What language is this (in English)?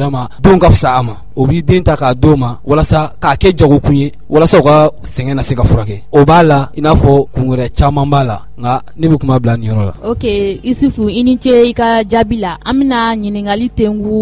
Bambara